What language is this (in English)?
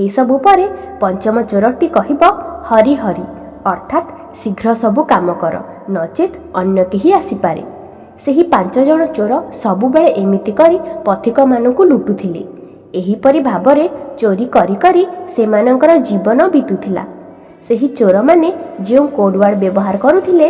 Odia